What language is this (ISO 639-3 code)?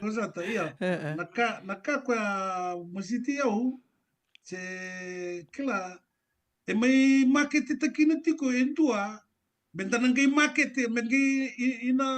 fij